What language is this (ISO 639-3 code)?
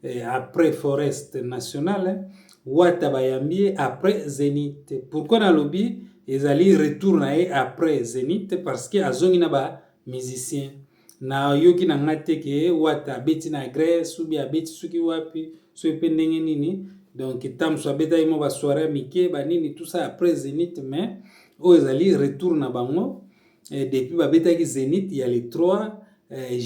lin